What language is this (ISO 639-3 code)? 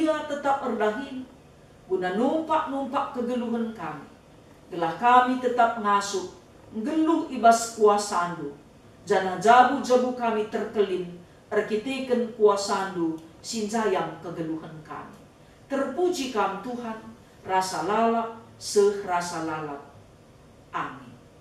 btx